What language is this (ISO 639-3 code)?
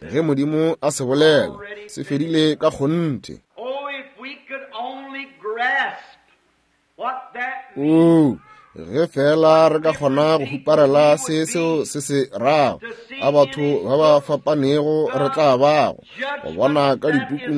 nso